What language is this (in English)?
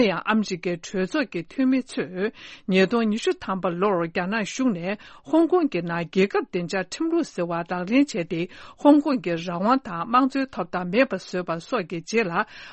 Tibetan